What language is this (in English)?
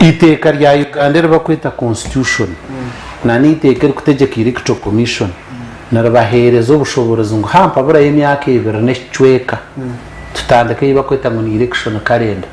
Nyankole